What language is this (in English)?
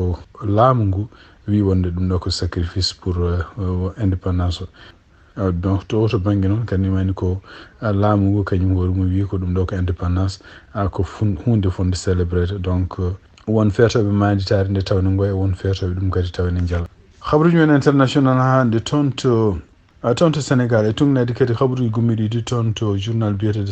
Fula